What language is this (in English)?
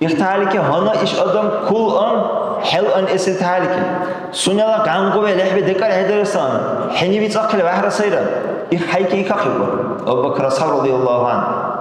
Dargwa